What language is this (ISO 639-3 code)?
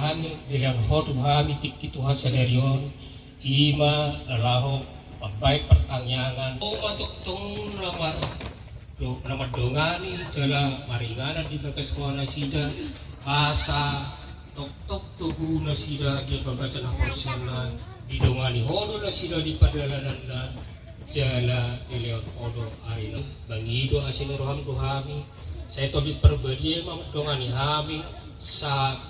bbc